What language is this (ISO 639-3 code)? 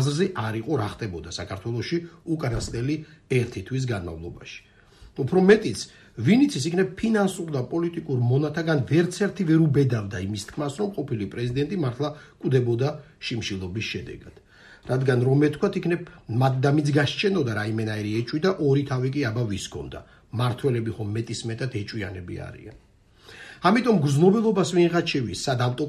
kat